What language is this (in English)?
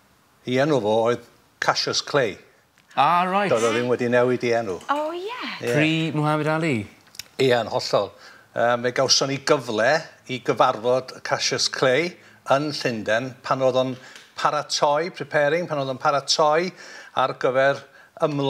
Welsh